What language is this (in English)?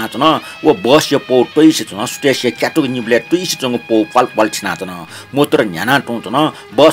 Newari